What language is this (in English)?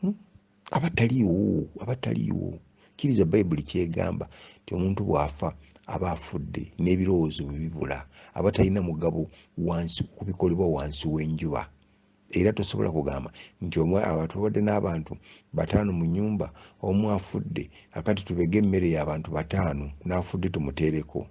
Ganda